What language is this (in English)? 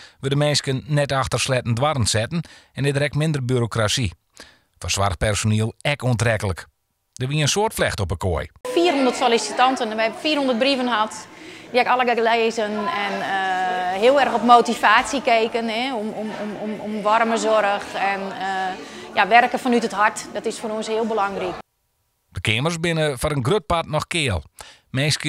Western Frisian